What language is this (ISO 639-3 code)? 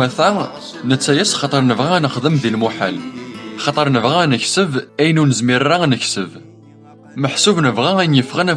kab